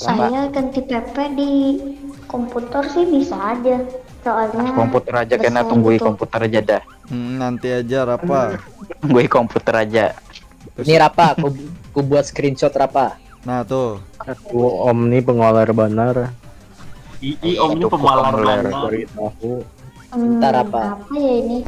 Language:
Banjar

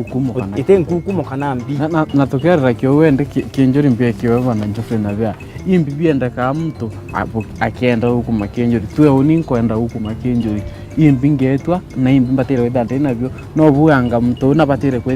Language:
Meru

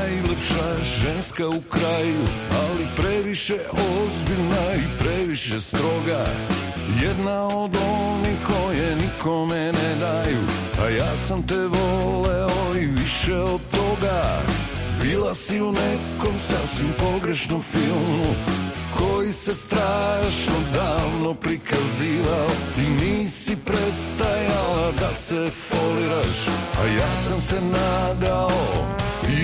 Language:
Serbian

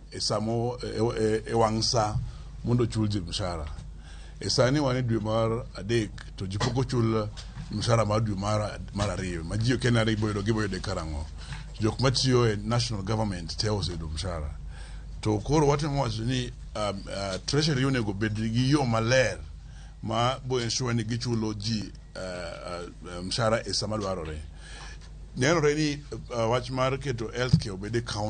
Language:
Luo (Kenya and Tanzania)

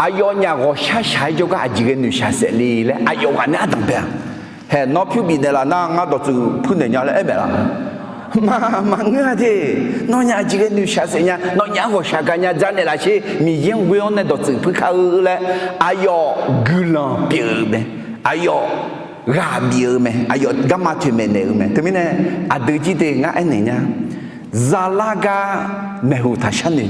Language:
Akha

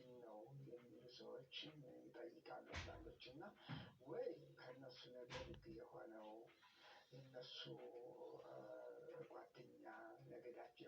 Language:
Amharic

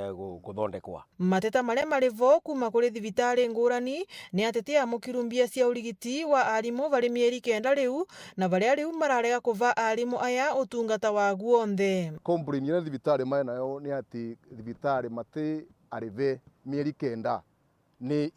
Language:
Meru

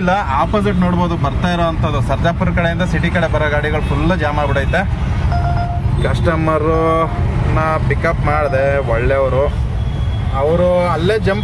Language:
Kannada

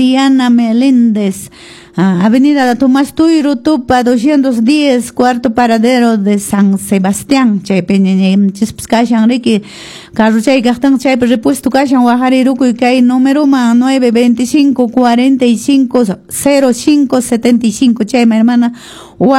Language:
Quechua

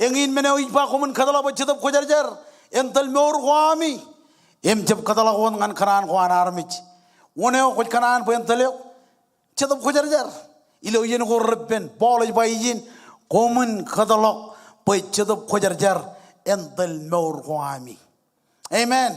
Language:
Marshallese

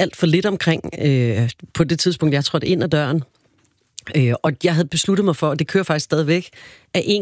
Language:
Danish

